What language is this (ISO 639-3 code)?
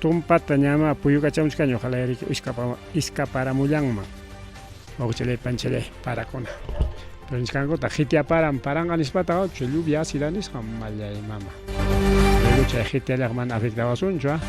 quy